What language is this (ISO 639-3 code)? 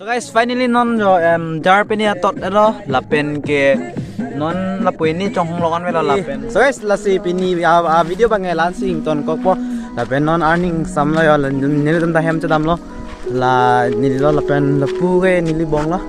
mjw